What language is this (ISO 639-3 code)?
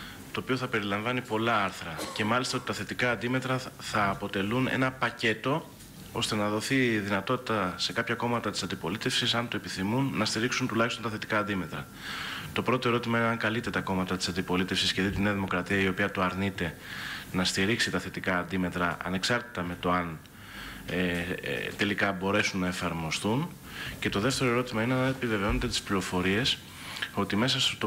ell